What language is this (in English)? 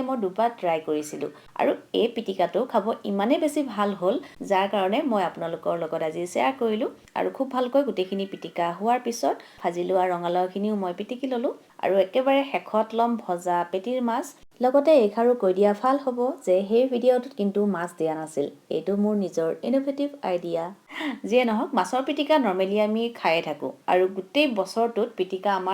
Assamese